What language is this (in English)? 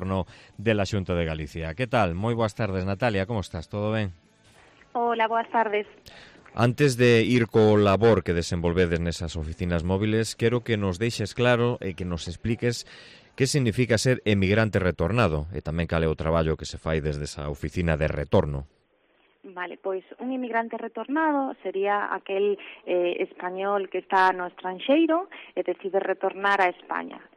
Galician